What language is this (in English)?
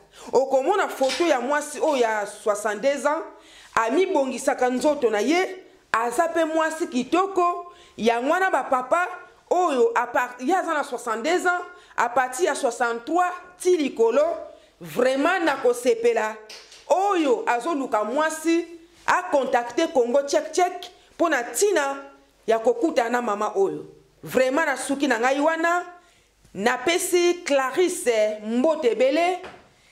Lingala